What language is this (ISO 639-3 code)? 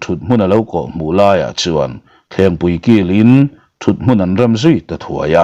lus